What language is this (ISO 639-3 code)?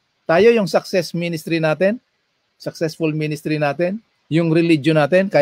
fil